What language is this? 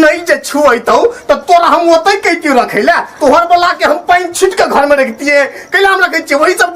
Maithili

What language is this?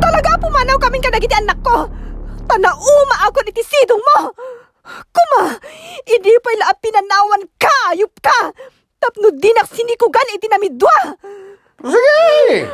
Iloko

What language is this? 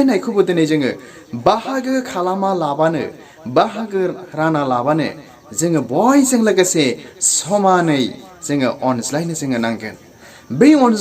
Bodo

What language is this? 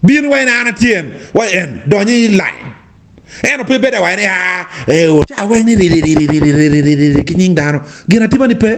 Acoli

